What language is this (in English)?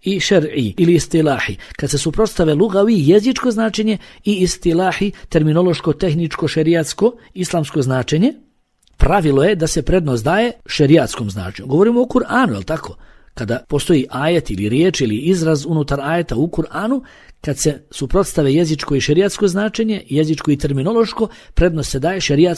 Bosnian